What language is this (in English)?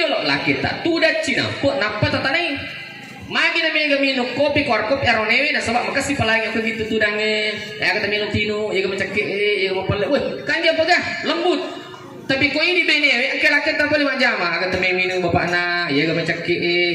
Buginese